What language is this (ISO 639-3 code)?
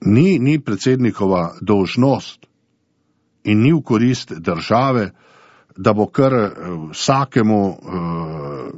slv